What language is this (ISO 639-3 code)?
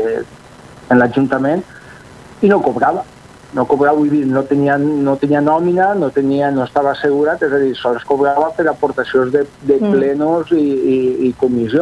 cat